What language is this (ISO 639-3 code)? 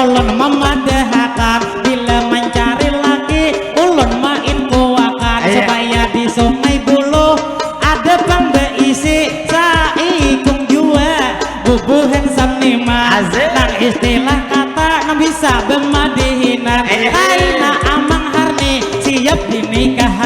bjn